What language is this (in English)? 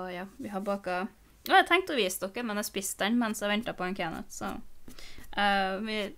Norwegian